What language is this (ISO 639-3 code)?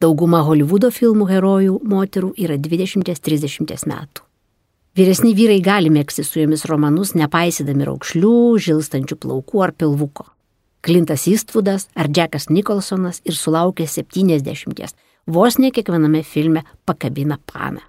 lit